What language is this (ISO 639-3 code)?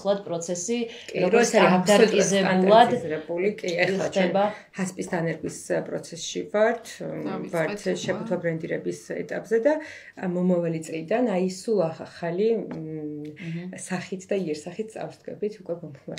kat